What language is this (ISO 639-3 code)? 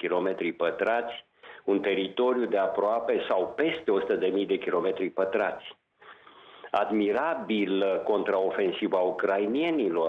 ron